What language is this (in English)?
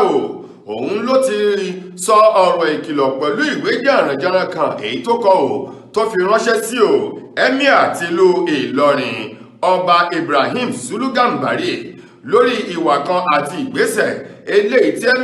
Yoruba